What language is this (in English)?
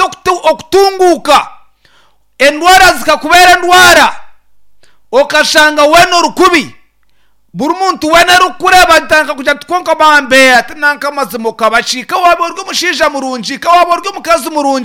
Nyankole